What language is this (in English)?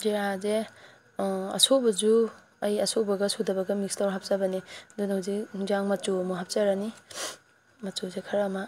Manipuri